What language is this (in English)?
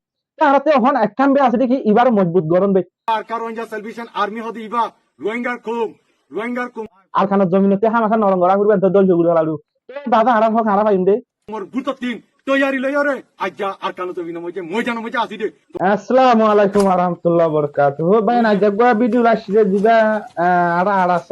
Rohingya